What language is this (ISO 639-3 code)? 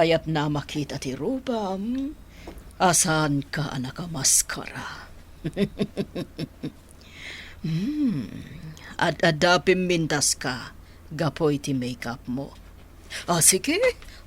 ilo